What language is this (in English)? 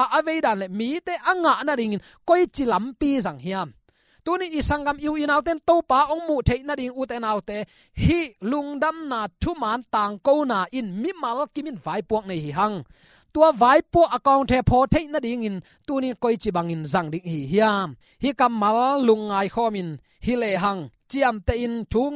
Tedim Chin